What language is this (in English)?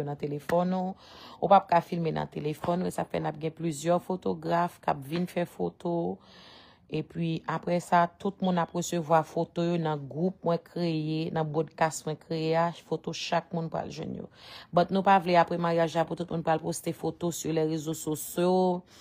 Haitian Creole